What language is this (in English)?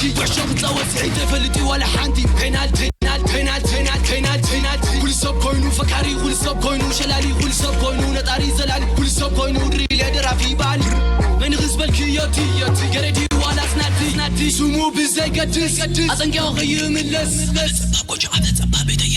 Tigrinya